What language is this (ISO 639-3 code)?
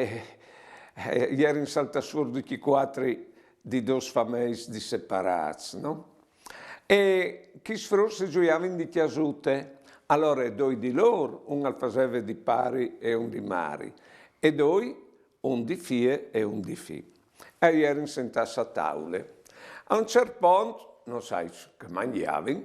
fur